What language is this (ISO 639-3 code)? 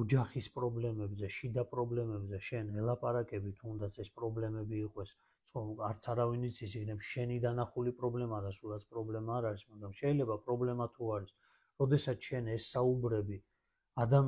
kat